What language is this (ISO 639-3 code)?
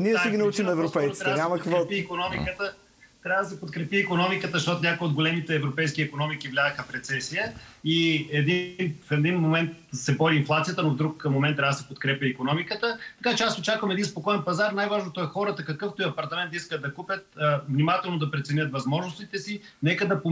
bul